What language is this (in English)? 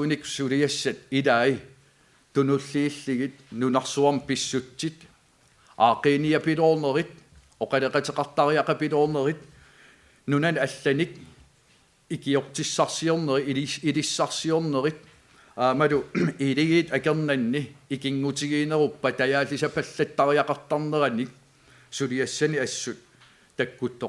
Kalaallisut